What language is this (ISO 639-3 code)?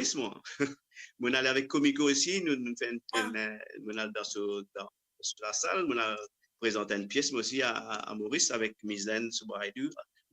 mfe